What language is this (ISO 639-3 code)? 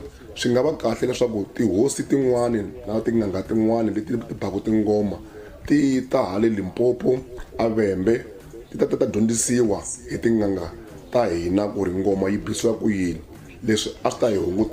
tso